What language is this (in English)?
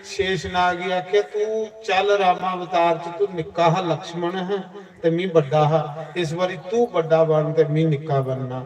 Dogri